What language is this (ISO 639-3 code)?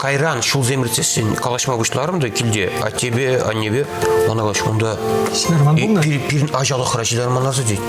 chv